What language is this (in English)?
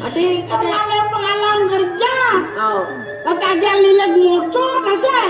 Balinese